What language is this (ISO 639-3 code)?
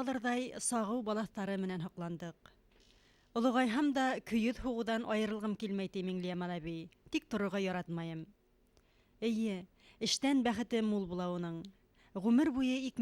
bak